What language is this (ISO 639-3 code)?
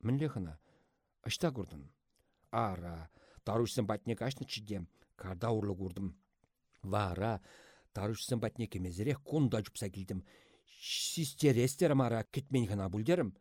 chv